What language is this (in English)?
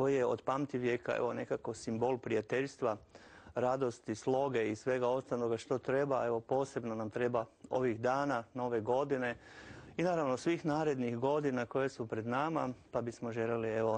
Croatian